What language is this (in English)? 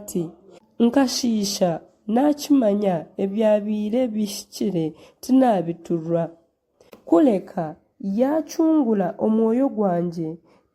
Nyankole